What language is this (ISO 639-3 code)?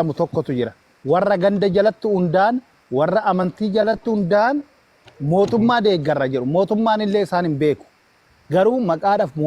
orm